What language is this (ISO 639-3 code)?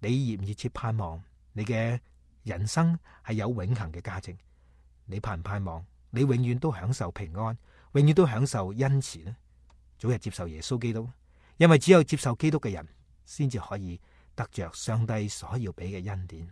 yue